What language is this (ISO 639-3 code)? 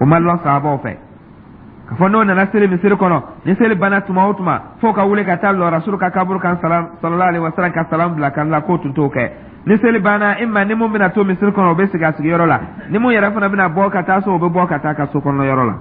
dyu